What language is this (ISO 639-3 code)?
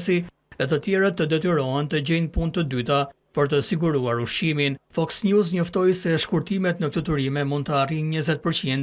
sqi